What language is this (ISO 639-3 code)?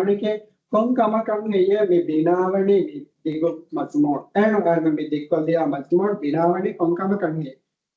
div